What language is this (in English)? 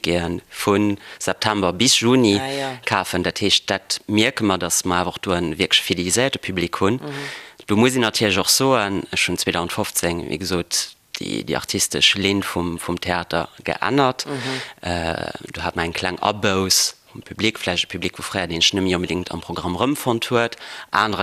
Luxembourgish